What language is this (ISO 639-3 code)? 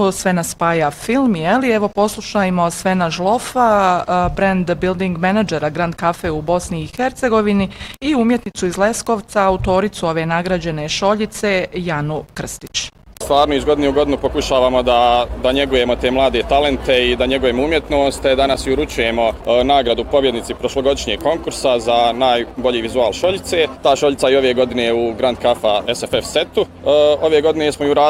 bos